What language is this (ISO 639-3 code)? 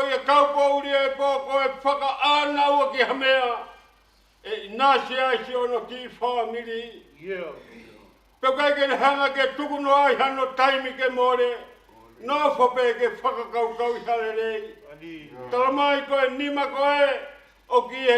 ton